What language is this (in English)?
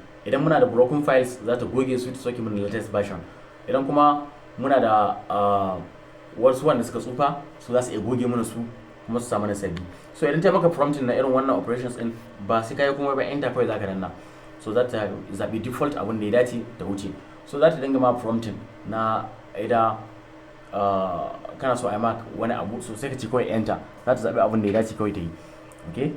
Hausa